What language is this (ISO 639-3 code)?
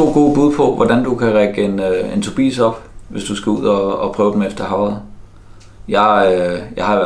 dan